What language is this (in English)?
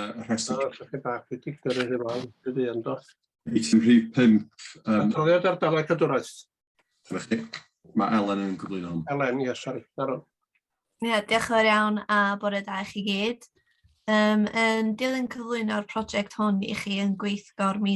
Welsh